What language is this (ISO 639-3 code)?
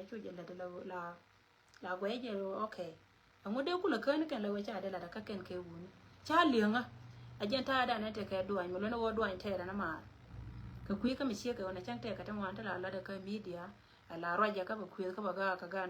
nus